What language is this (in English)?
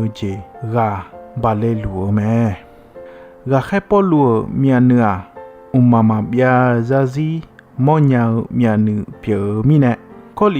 Akha